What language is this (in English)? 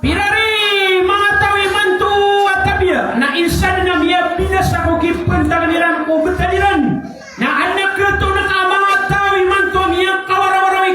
Maranao